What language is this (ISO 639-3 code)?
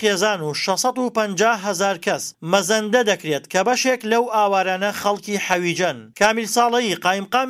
ckb